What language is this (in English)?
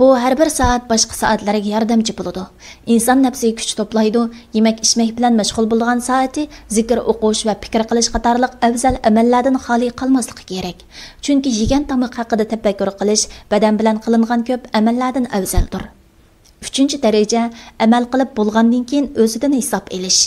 Uyghur